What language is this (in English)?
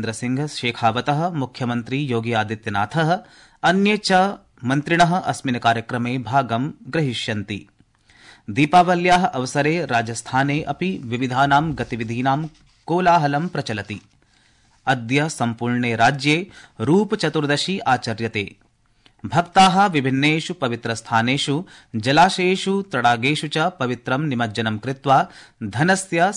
Sanskrit